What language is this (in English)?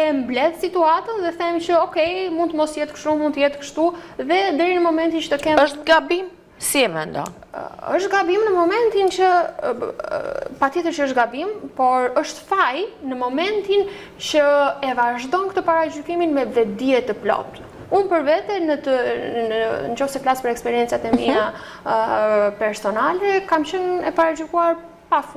Albanian